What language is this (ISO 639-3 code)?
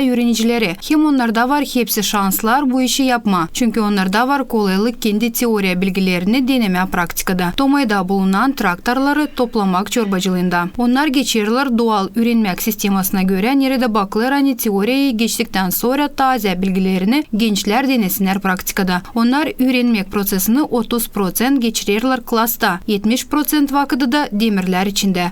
gag